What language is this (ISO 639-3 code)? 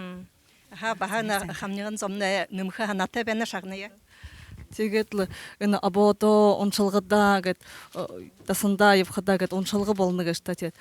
bua